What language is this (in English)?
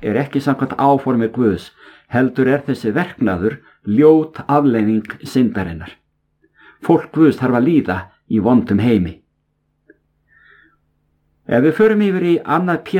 Icelandic